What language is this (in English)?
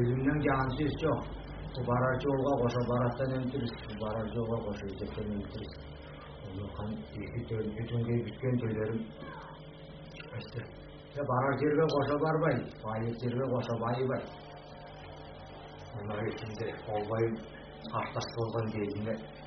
Kazakh